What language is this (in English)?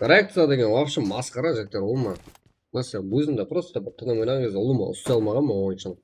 Kara-Kalpak